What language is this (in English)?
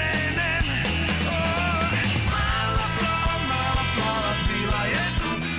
Serbian